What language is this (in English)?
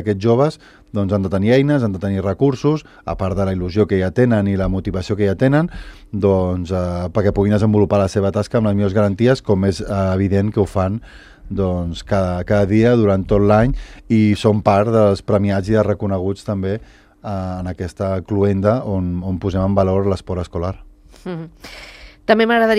Catalan